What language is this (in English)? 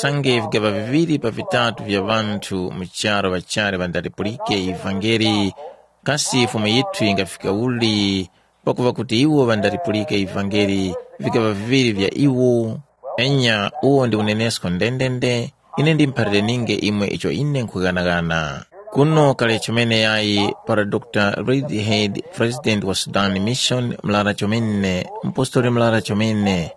Tumbuka